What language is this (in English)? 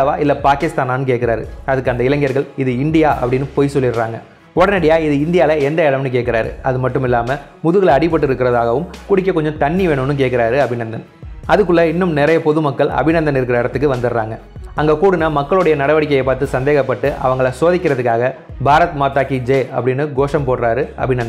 Tamil